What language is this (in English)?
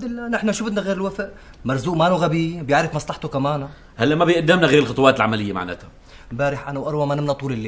North Levantine Arabic